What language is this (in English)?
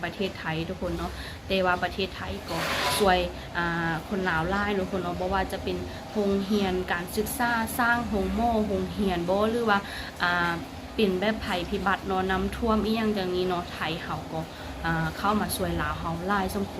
Lao